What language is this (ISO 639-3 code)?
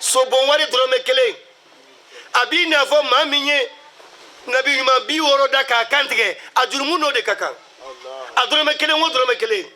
bam